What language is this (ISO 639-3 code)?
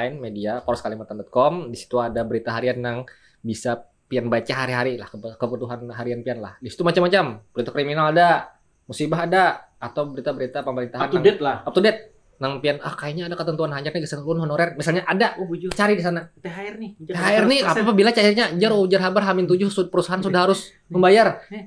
bjn